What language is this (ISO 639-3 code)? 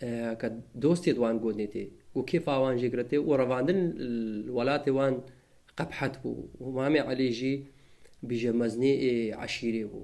kur